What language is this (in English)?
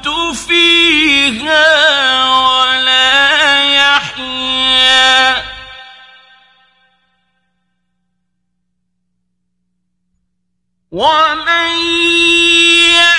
Arabic